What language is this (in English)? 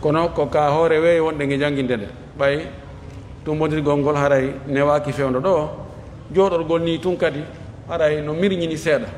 Pular